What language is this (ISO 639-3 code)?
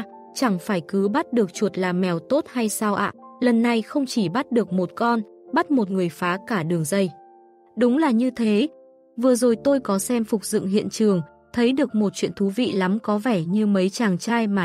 vie